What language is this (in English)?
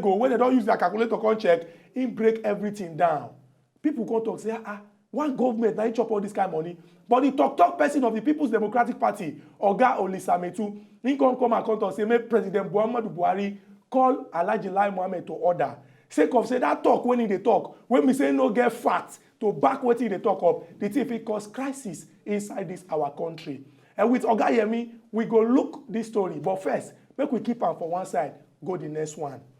Nigerian Pidgin